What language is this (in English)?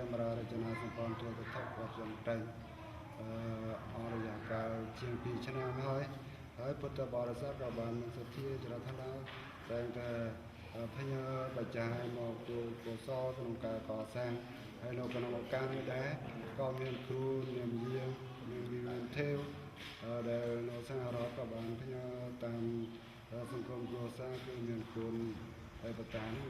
Khmer